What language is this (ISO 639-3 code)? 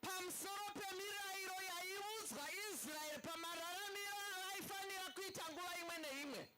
sna